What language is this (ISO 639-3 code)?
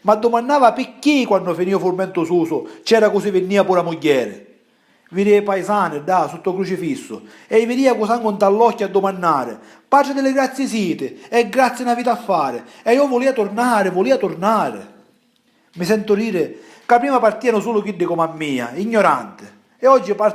scn